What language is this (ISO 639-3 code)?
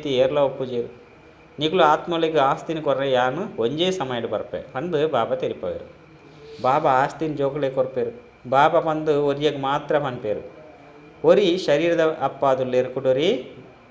tcy